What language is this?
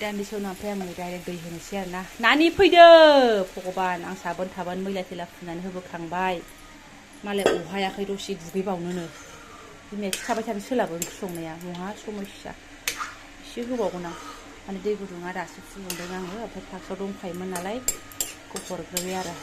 Bodo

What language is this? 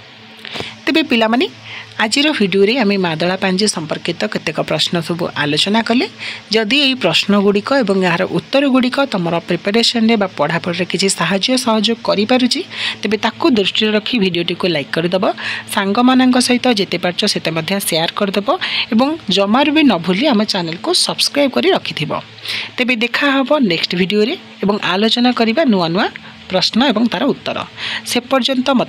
Odia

